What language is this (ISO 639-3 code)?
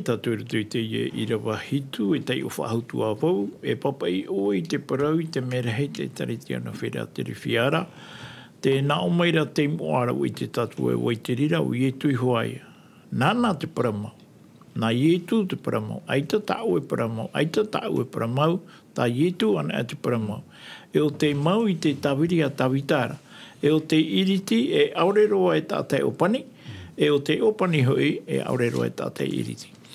tah